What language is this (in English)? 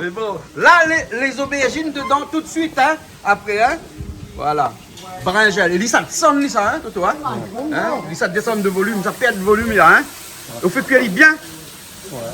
Réunion Creole French